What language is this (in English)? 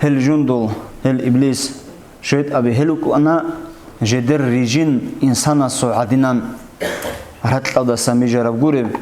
Avaric